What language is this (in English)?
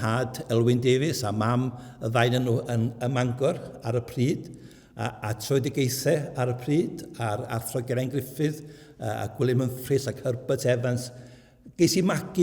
Welsh